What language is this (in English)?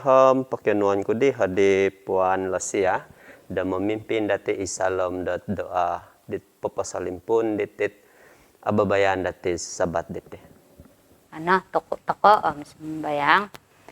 Central Dusun